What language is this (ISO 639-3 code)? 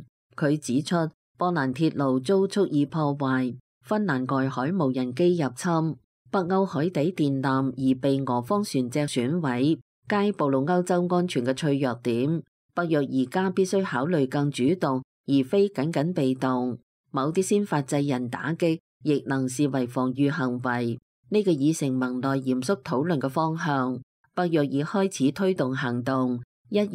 yue